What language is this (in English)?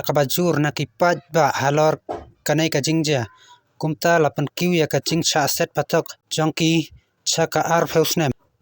Khasi